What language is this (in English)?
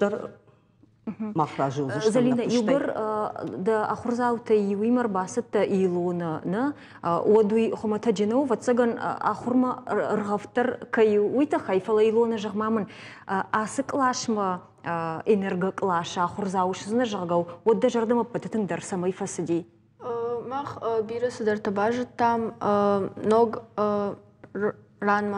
Ossetic